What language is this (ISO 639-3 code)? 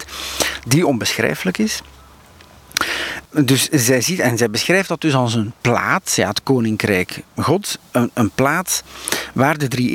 nld